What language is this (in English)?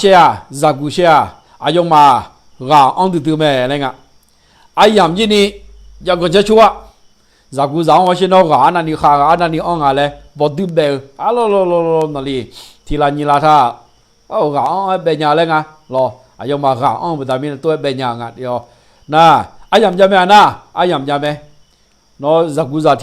Akha